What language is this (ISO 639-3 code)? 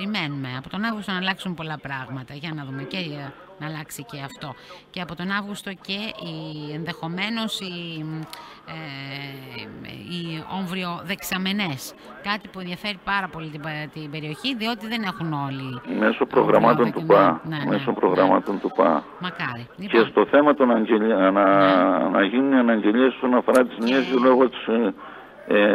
ell